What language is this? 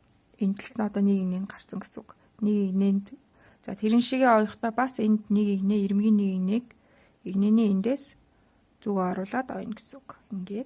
Mongolian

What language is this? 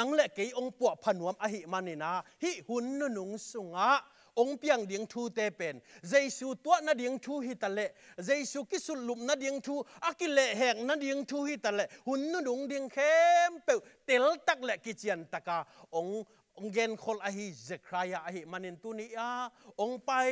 Tedim Chin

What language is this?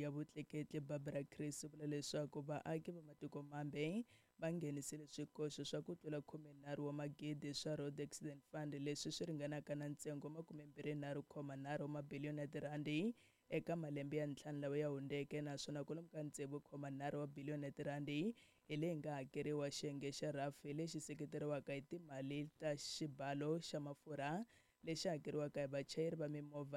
Tsonga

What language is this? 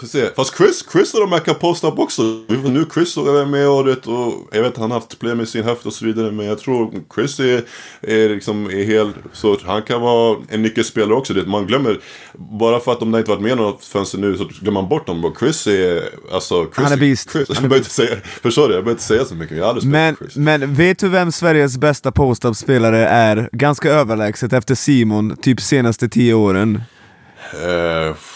Swedish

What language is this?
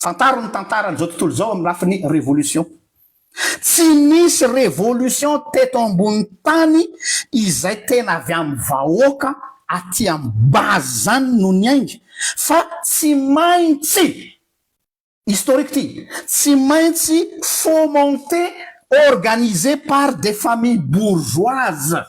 Malagasy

